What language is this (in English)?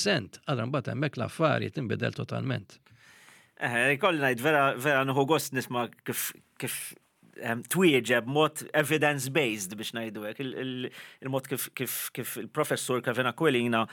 Maltese